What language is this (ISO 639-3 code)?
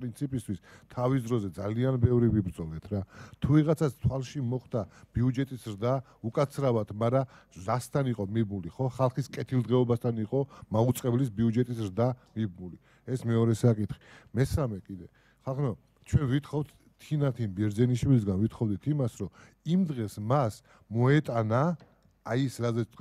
kat